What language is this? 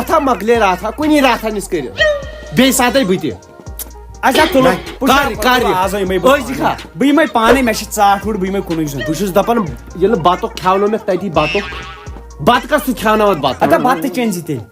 Kashmiri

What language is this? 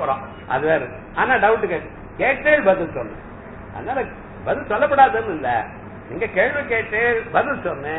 Tamil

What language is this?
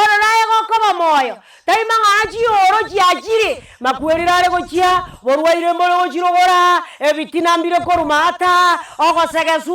Gusii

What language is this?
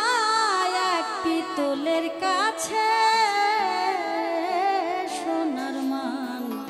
Bangla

